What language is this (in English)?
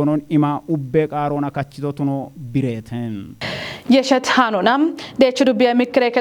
Kafa